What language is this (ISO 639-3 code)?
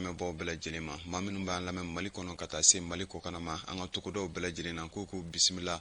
bam